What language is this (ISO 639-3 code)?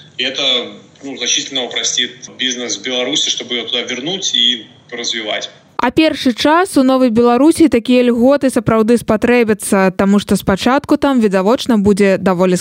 bel